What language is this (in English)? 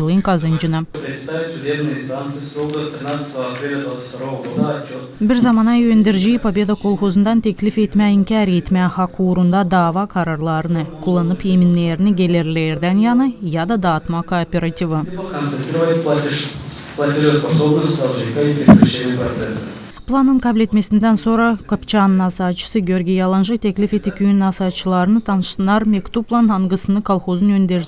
Gagauz